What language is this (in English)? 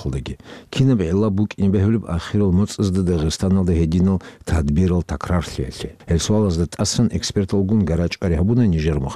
Avaric